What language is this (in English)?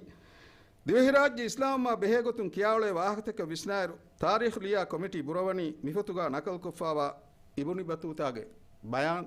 Divehi